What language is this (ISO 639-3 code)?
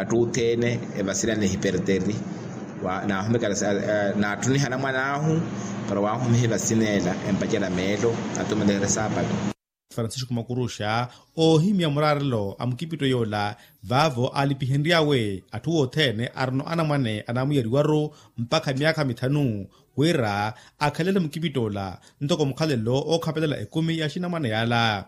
vmw